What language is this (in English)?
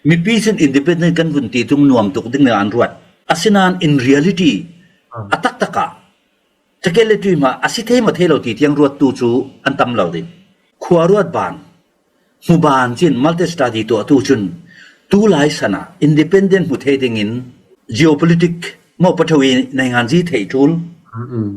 Falam Chin